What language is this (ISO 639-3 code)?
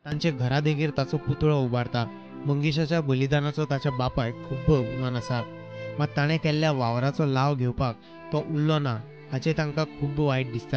kok